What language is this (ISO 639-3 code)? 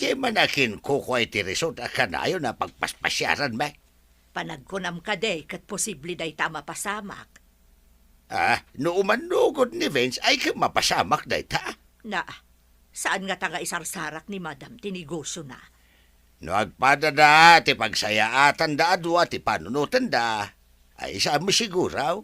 ilo